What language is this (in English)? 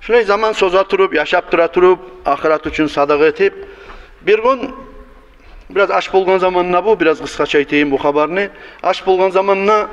Kumyk